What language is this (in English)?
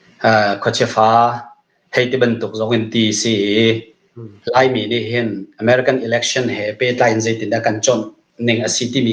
Hakha Chin